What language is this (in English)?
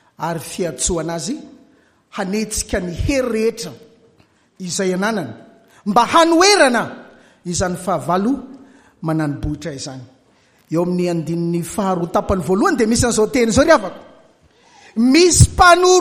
Malagasy